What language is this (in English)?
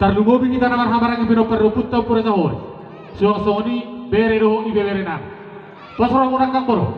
Batak Toba